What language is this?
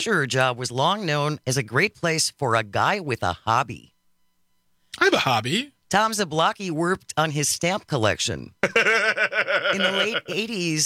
English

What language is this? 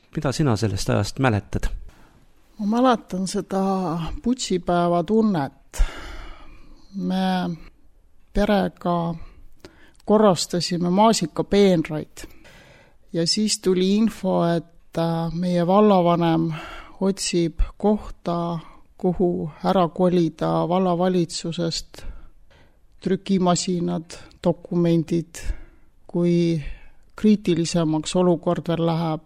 Estonian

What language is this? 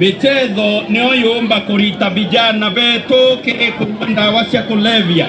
Meru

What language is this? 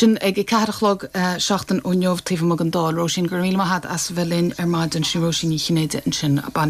Irish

